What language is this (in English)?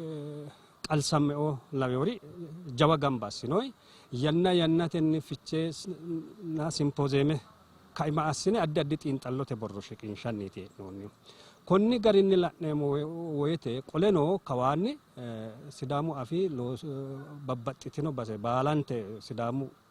Sidamo